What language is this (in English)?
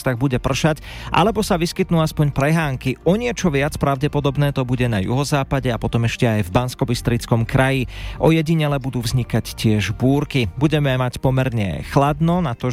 Slovak